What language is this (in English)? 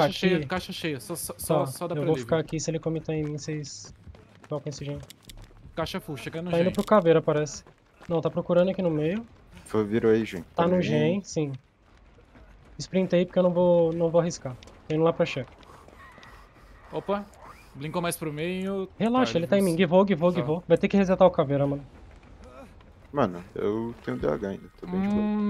Portuguese